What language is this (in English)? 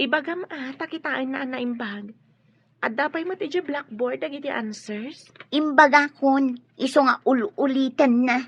Iloko